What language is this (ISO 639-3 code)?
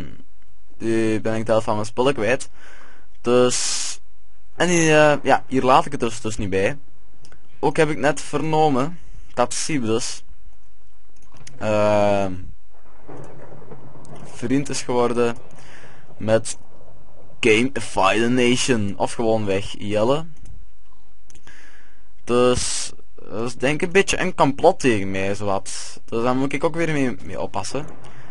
nld